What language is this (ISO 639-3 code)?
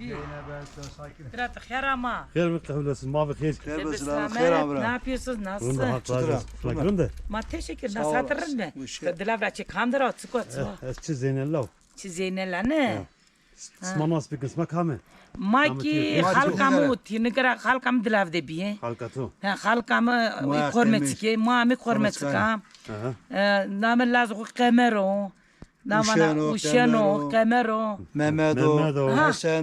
zza